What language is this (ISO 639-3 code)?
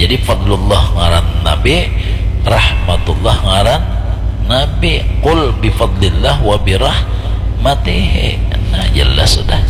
bjn